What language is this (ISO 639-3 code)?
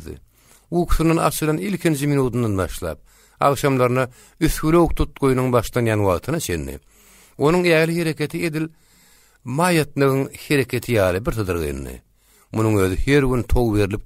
tuk